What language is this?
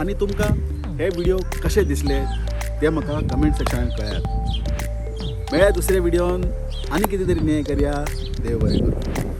Konkani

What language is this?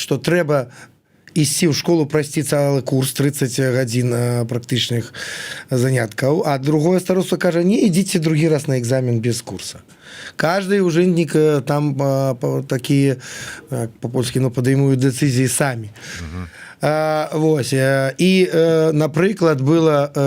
Belarusian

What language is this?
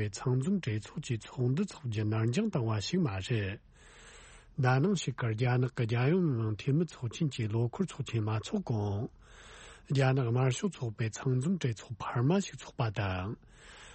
Tibetan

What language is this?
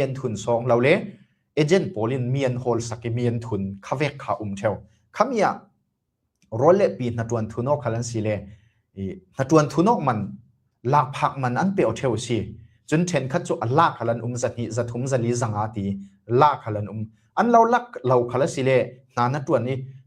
Falam Chin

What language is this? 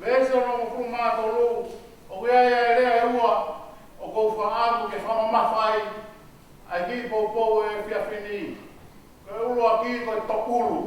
Tongan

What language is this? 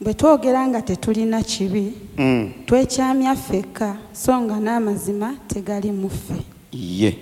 Ganda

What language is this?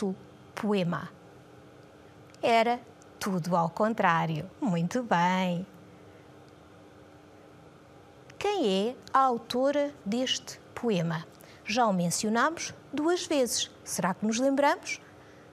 Portuguese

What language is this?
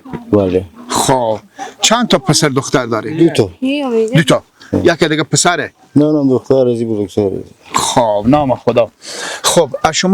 Persian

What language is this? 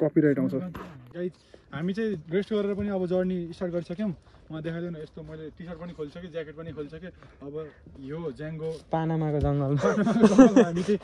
Nepali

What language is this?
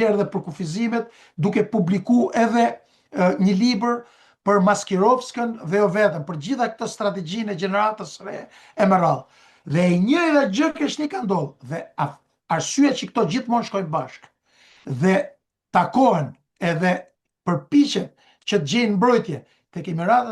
Albanian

